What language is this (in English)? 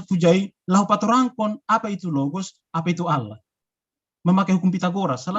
Batak Simalungun